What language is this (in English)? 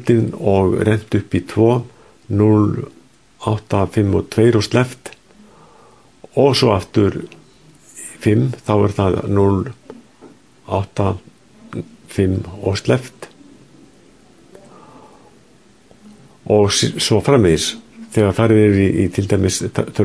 Icelandic